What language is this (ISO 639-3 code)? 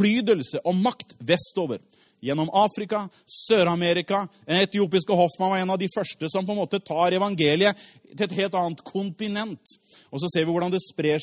nor